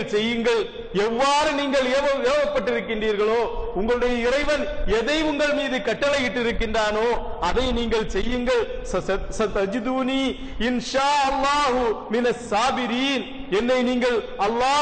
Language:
Tamil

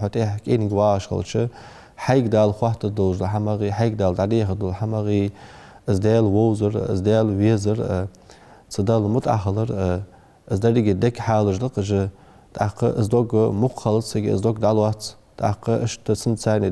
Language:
Ingush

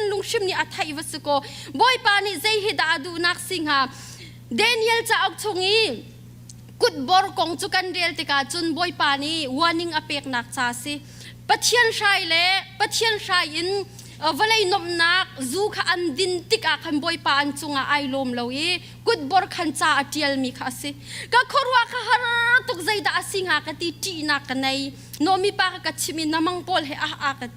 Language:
Hakha Chin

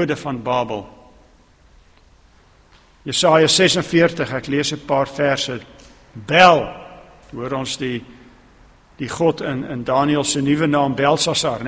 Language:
Afrikaans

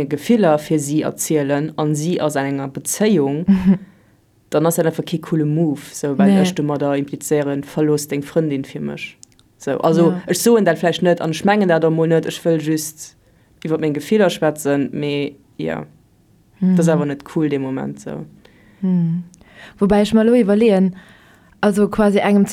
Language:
Luxembourgish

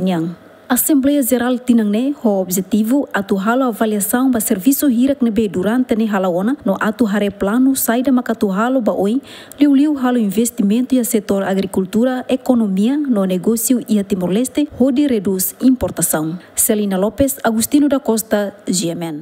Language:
Tetum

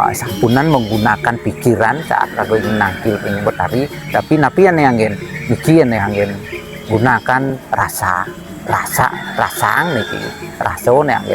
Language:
Balinese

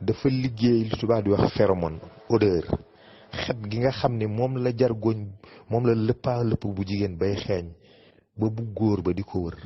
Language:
Wolof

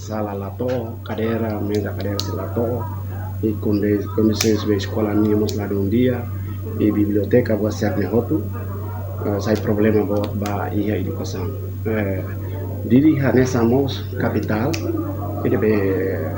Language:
Tetum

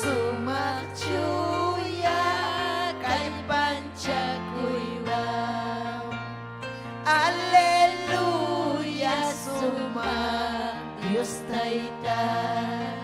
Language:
Ayacucho Quechua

